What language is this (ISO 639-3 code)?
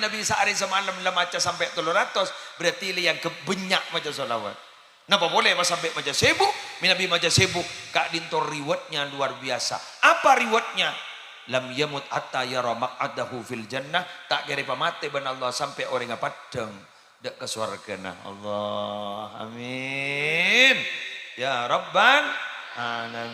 mad